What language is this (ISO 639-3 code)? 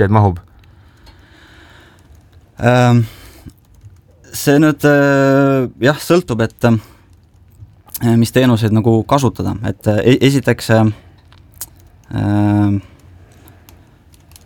est